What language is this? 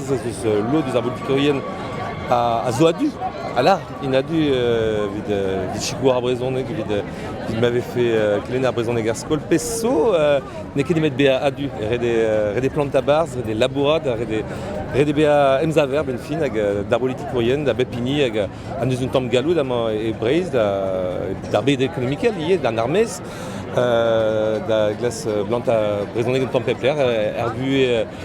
Breton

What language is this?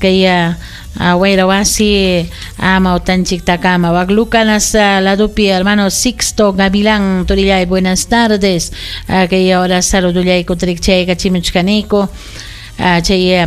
Ayacucho Quechua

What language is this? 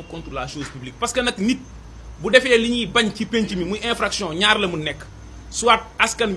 Wolof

